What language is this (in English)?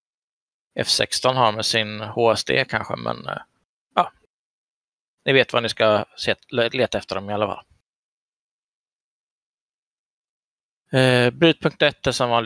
Swedish